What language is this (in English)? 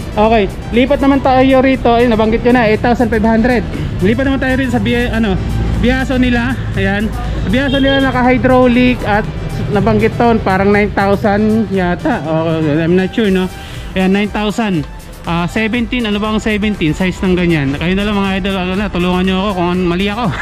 Filipino